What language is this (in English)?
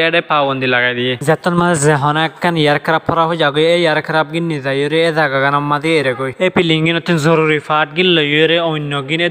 Rohingya